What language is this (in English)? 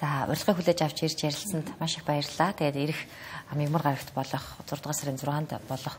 Mongolian